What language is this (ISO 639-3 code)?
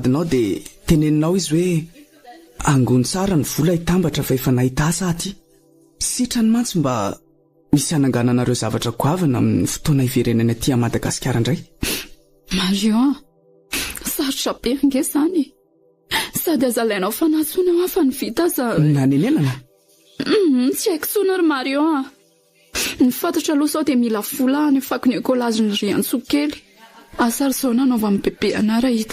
mlg